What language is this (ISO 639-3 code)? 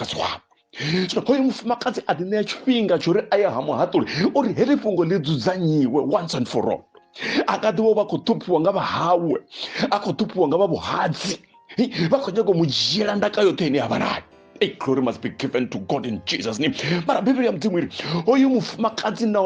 ven